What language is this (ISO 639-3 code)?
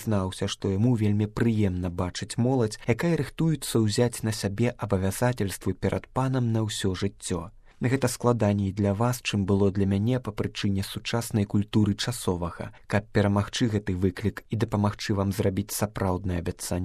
bel